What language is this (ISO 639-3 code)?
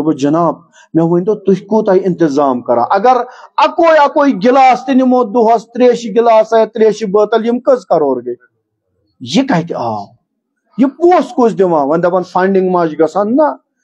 kas